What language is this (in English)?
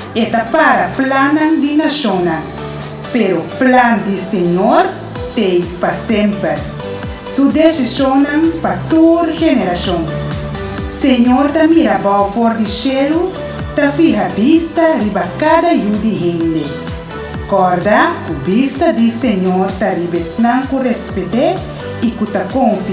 Papiamento